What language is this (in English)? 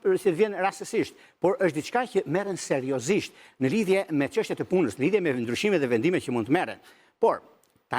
Albanian